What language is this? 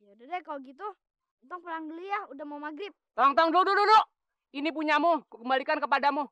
Betawi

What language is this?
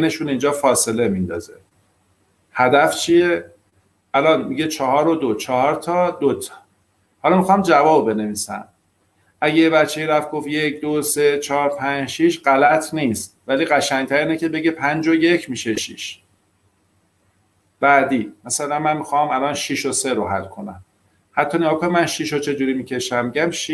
Persian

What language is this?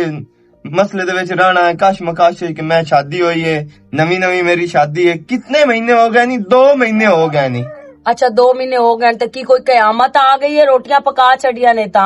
Western Panjabi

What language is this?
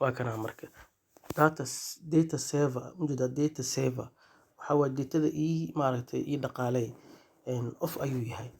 Somali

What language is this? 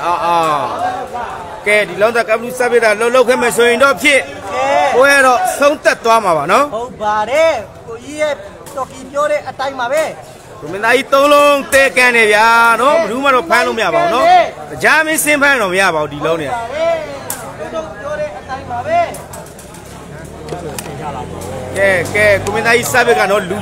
Burmese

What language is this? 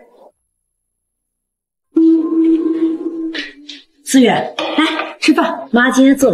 Chinese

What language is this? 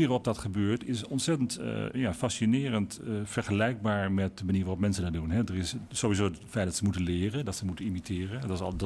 Dutch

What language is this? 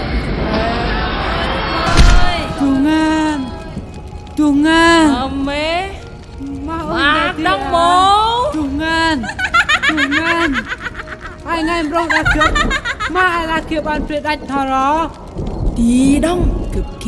Central Mnong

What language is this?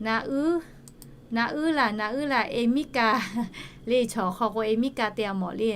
Lahu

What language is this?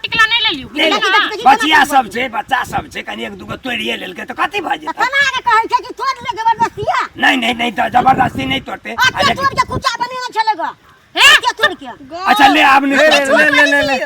Maithili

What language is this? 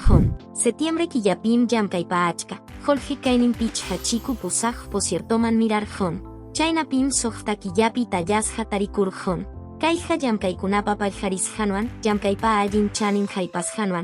Quechua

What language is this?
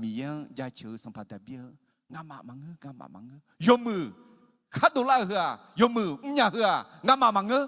Akha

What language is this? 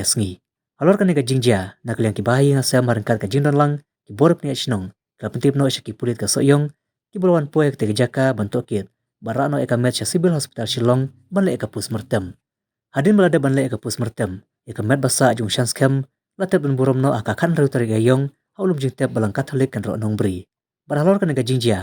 Khasi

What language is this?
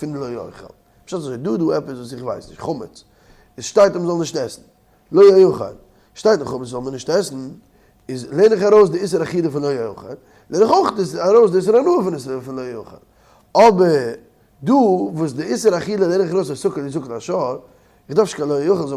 Yiddish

